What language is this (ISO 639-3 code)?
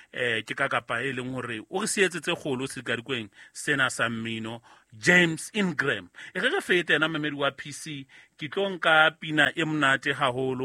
sot